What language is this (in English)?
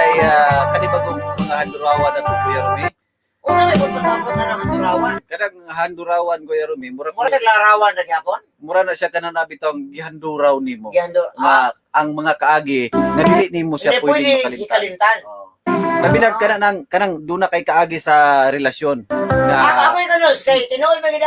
Cebuano